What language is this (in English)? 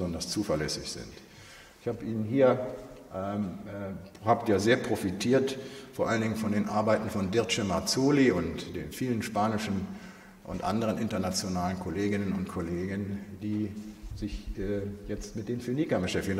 German